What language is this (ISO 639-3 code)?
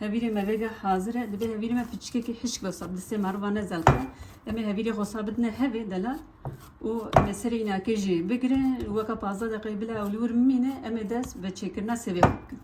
kur